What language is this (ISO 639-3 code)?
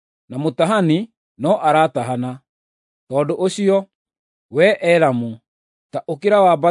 kik